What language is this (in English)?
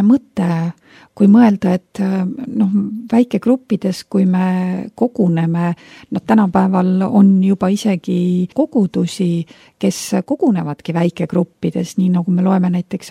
Estonian